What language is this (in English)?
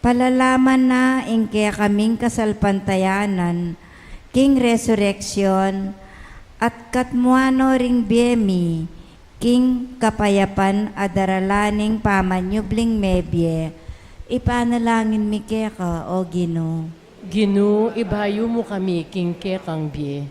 Pampanga